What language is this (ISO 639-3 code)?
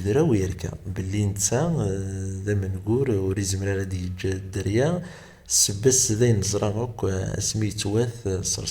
kab